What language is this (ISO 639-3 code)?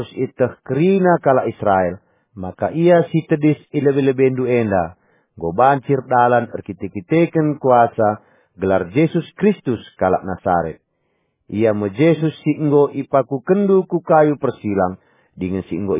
btx